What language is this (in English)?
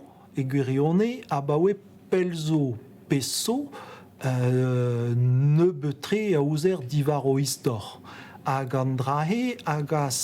Breton